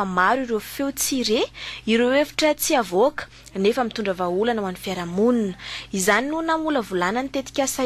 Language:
Malagasy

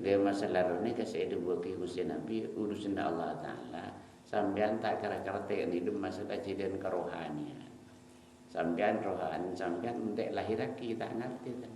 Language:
Madurese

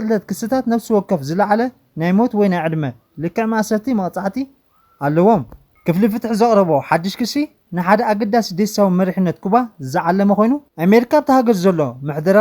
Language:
Tigrinya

